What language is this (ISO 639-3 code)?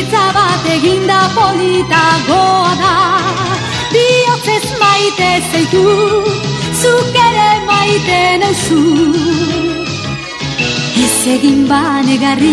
eus